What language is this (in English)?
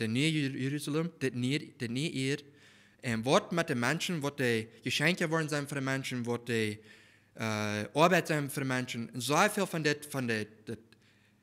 Plautdietsch